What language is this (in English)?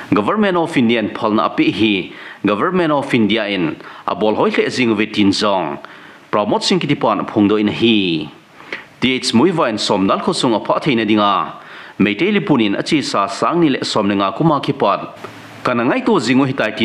Thado Chin